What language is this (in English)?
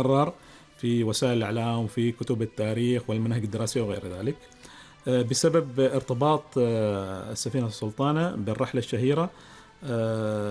Arabic